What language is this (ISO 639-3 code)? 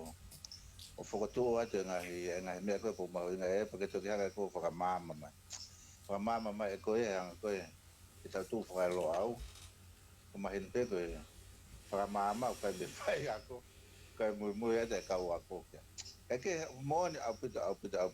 ton